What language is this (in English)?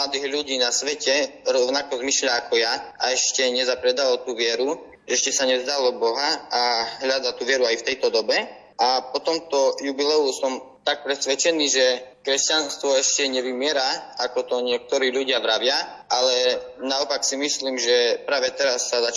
Slovak